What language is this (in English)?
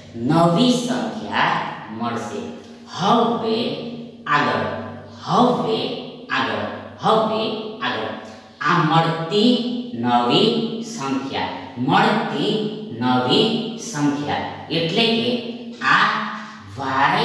Gujarati